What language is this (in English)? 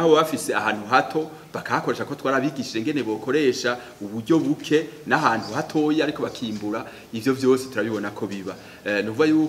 Rundi